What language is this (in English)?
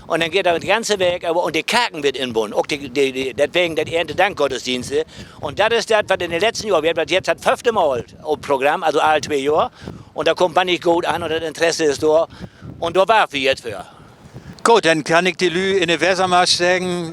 Low German